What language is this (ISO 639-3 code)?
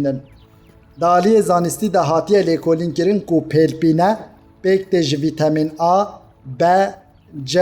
kur